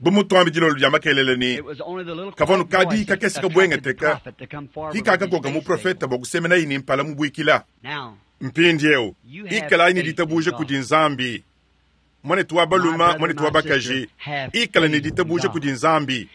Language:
Luba-Lulua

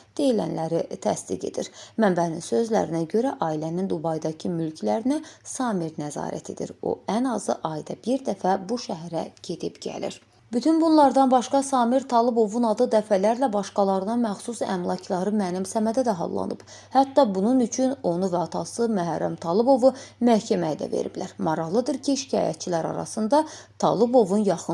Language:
Azerbaijani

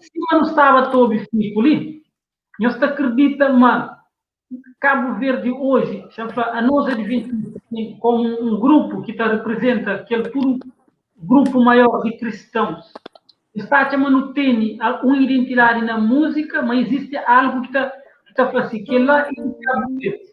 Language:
Kabuverdianu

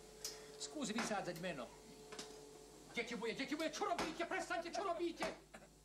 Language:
Slovak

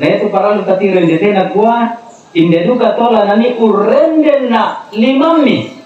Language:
Toraja-Sa'dan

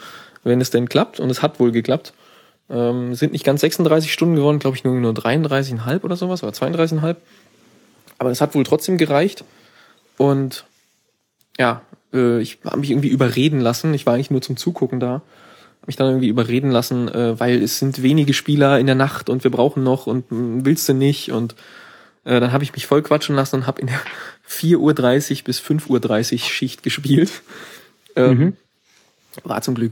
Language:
German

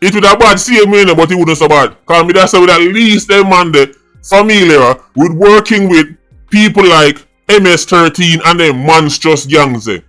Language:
Jamaican Creole English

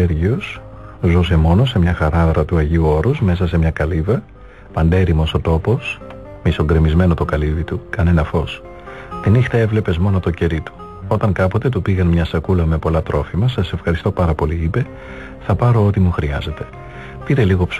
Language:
Greek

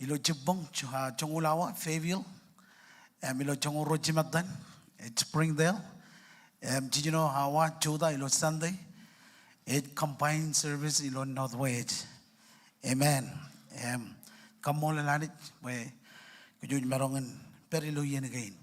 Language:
Marshallese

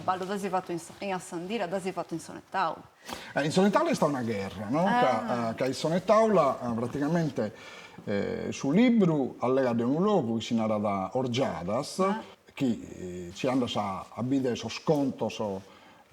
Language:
Sardinian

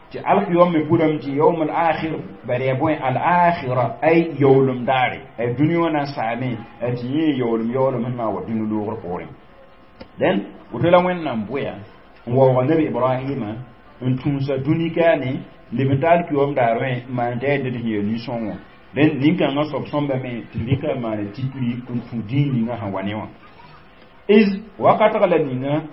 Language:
Mossi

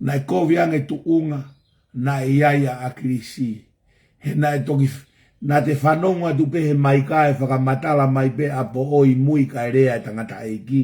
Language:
Tongan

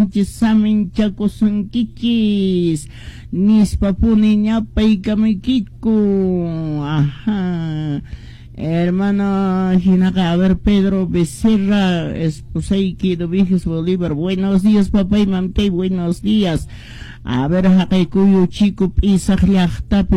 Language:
Quechua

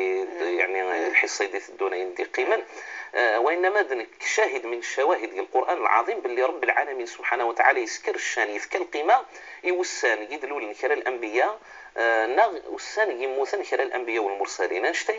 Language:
Moroccan Arabic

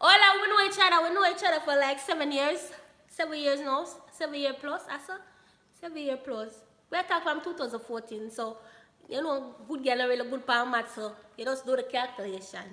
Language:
Jamaican Creole English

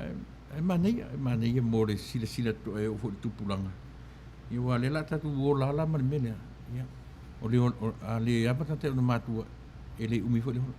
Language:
Samoan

